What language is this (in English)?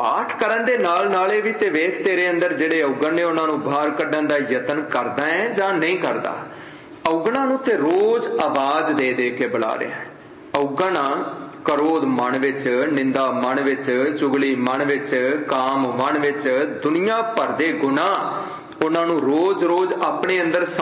Punjabi